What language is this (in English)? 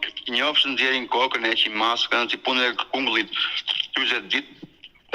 Albanian